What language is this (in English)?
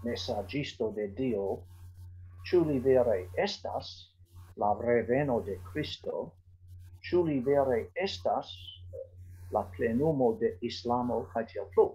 Esperanto